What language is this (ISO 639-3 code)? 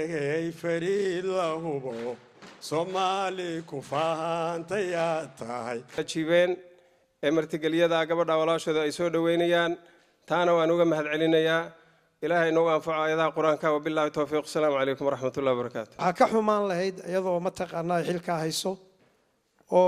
som